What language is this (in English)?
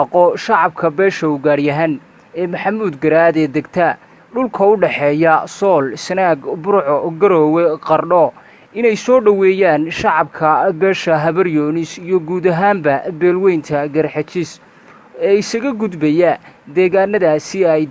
Somali